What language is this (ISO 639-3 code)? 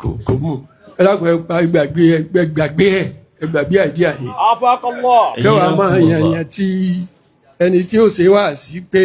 yor